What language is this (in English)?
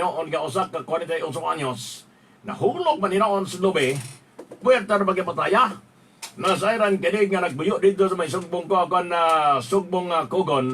Cebuano